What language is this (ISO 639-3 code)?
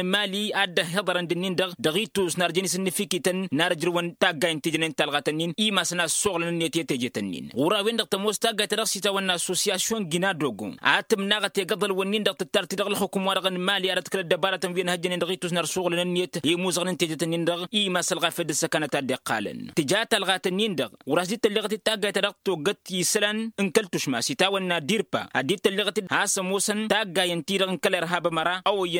taq